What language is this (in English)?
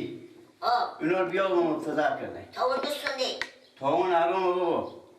Persian